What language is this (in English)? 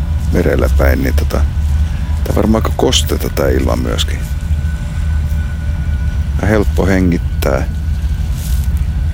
Finnish